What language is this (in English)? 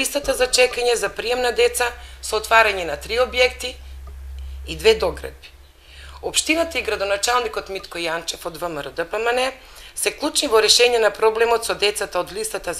Macedonian